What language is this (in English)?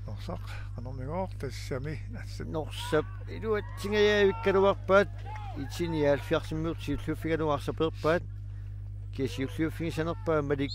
Kalaallisut